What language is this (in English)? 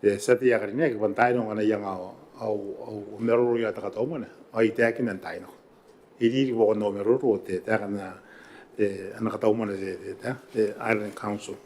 Gilbertese